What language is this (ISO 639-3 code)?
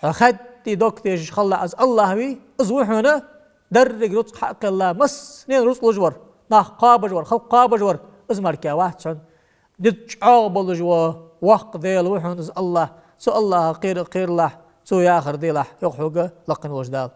inh